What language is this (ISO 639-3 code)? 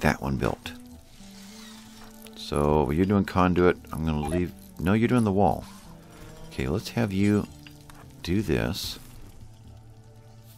eng